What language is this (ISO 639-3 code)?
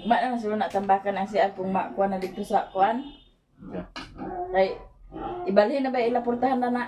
ceb